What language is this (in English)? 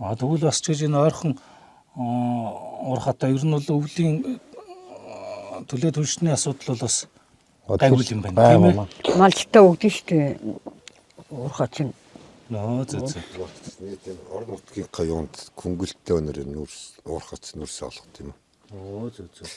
Mongolian